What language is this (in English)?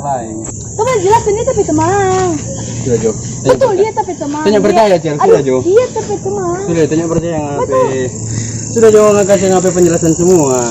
Manado Malay